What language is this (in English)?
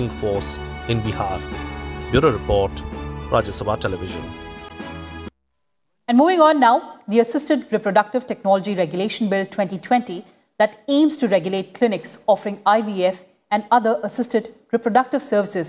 English